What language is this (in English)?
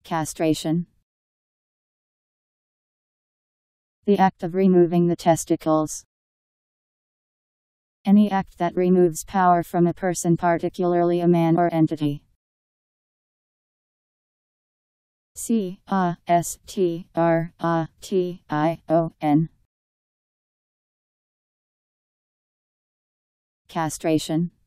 English